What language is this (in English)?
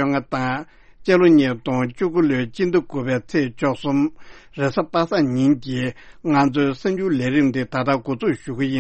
Tibetan